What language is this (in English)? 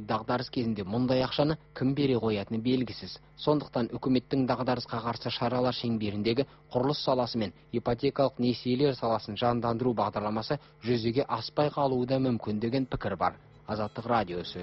Kazakh